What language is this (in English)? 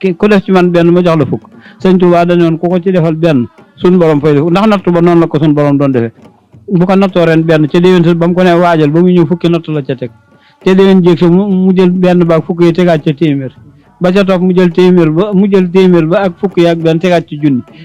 Wolof